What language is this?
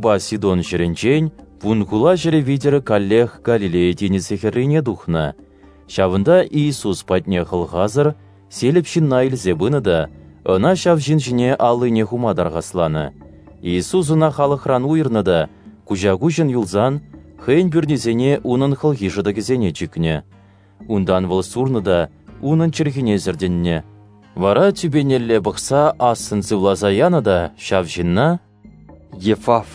Chuvash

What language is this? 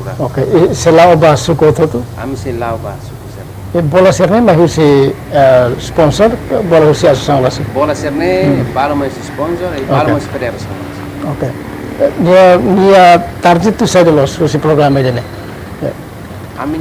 Tetum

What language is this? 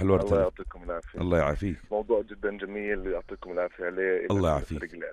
North Levantine Arabic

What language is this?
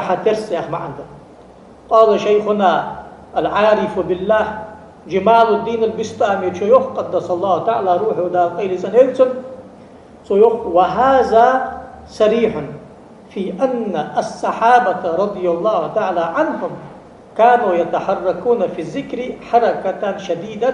Ingush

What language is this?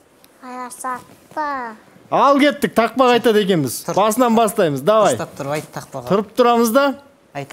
Kazakh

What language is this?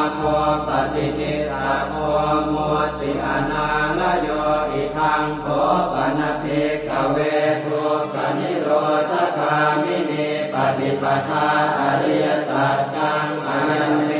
Pali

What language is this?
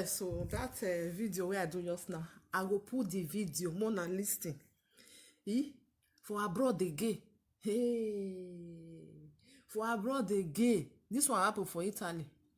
Nigerian Pidgin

